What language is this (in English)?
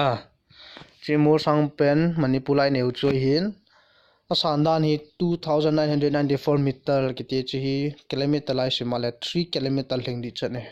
Thado Chin